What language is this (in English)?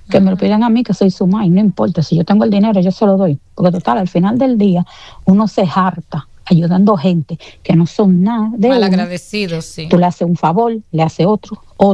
Spanish